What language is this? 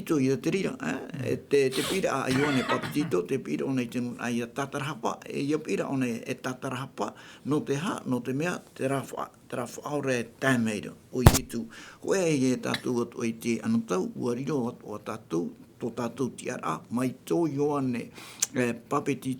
Tahitian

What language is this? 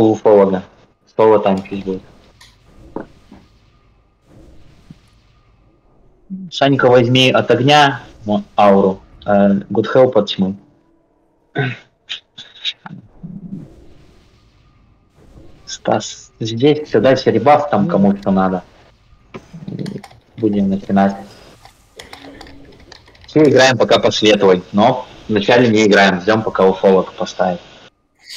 Russian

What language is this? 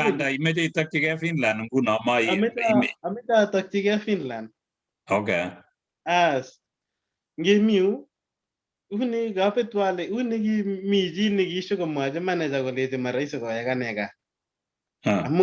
Kalenjin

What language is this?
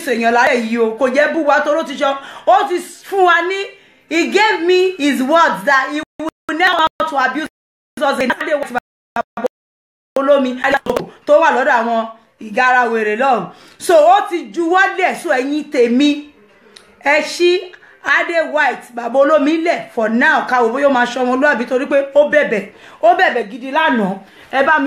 Yoruba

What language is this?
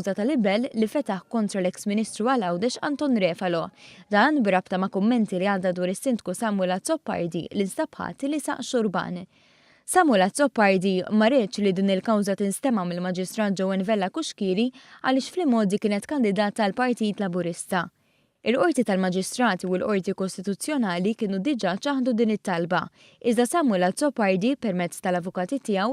Maltese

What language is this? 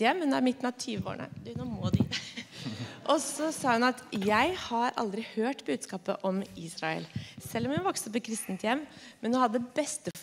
Norwegian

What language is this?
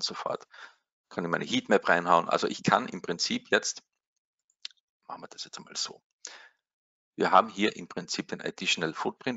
German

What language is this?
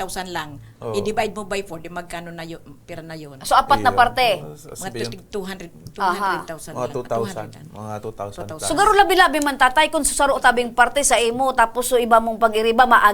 Bikol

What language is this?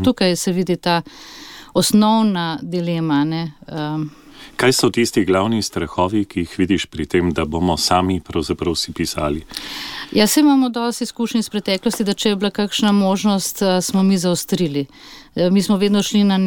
Slovenian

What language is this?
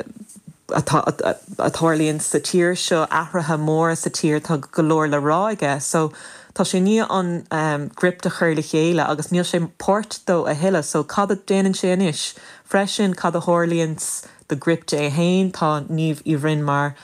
Irish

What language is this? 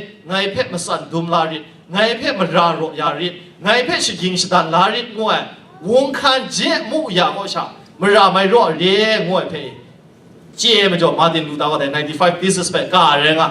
Kachin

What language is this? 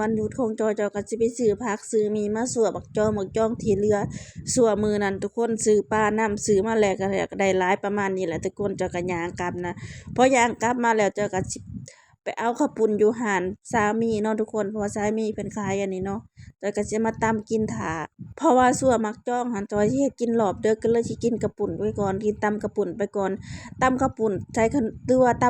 Lao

